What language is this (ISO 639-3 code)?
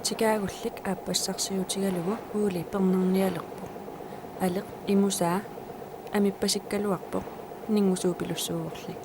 kal